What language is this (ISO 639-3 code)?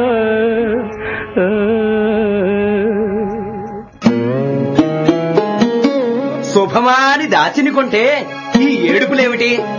tel